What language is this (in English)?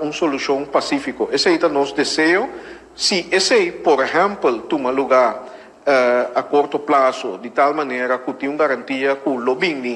Papiamento